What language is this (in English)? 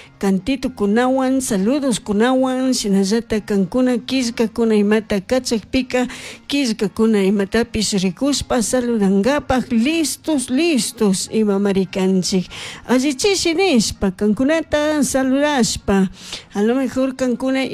Chimborazo Highland Quichua